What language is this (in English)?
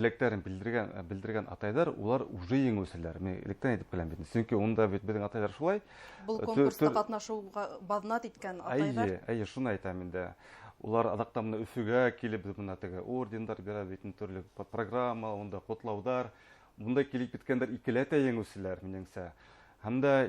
Bashkir